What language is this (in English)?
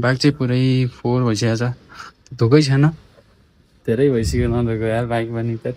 Nepali